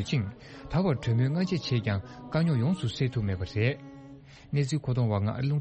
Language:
Tibetan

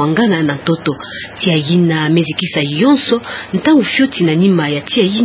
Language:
Kituba (Democratic Republic of Congo)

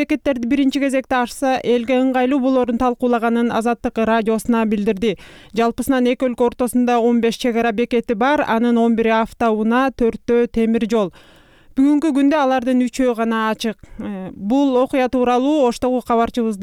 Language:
Kyrgyz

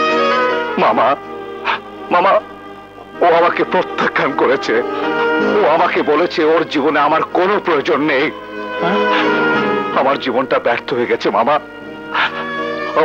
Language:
Bangla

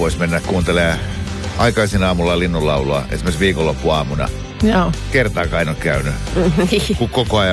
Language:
Finnish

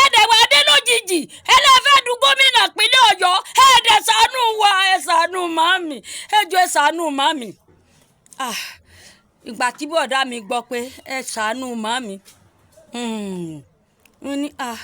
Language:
Yoruba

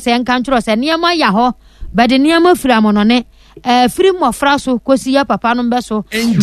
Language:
Akan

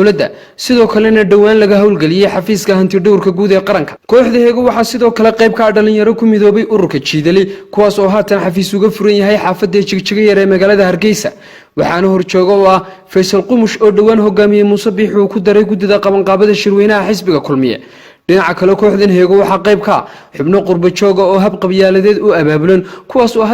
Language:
Somali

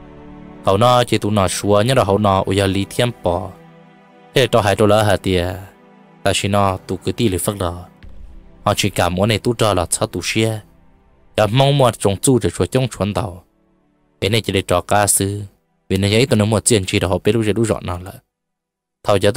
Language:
Vietnamese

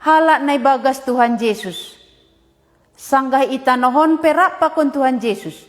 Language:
Batak Simalungun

